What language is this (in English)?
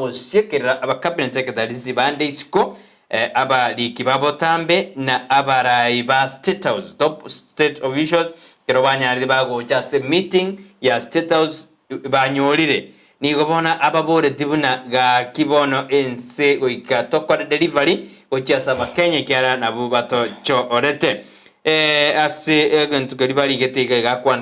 Gusii